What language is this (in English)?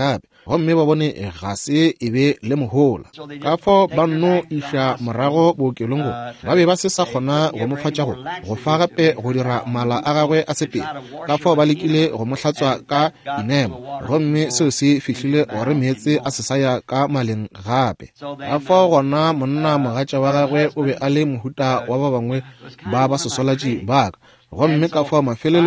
Northern Sotho